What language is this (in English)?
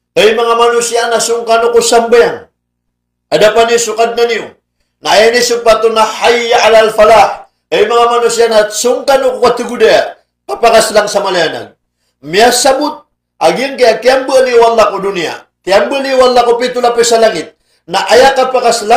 Maranao